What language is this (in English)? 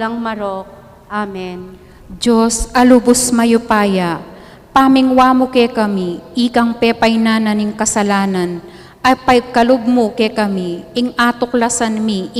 Pampanga